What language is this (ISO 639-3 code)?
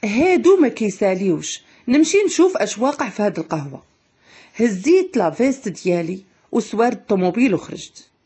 ary